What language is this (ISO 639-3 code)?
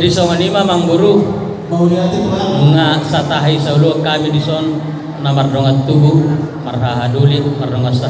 bbc